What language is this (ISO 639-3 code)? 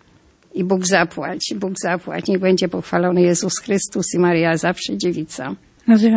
pol